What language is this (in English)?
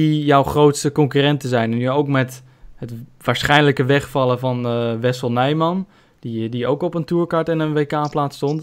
Dutch